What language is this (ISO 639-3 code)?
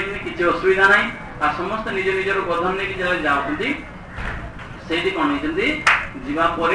ori